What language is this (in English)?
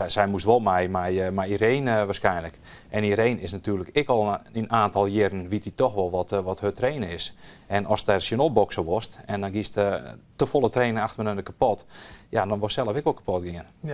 Western Frisian